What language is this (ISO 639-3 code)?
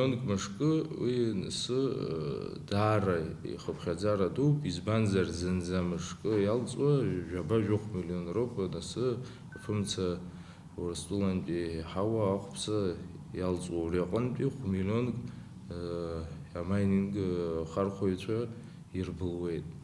abk